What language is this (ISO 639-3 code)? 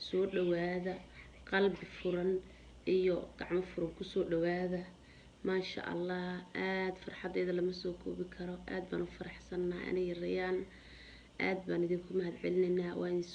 som